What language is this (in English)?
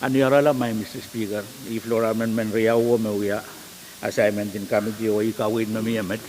Pohnpeian